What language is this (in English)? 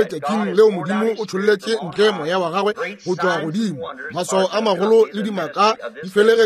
Northern Sotho